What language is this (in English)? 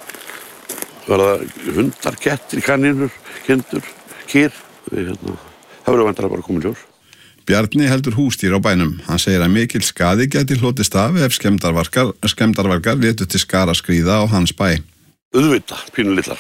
Icelandic